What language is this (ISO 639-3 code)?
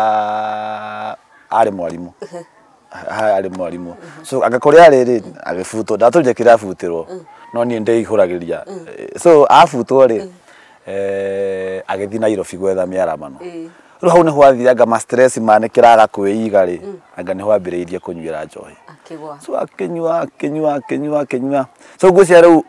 kik